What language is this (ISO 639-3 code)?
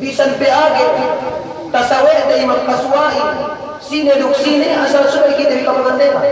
yka